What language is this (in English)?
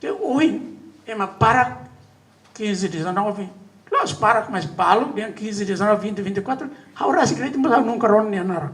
Tetum